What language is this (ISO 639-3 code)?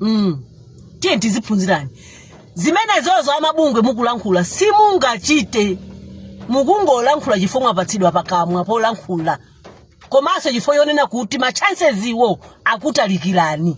nya